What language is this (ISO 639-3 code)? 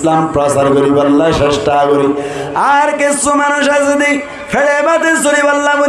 rhg